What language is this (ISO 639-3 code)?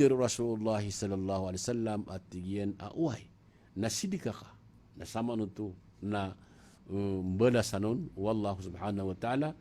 mrw